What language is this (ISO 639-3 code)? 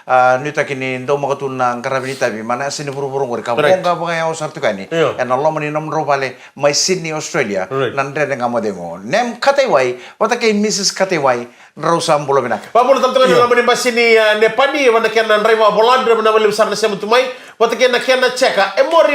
fij